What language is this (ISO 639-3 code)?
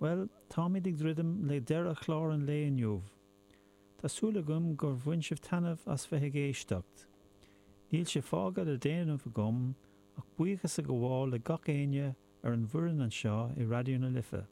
gle